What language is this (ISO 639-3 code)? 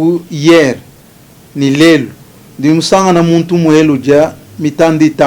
lua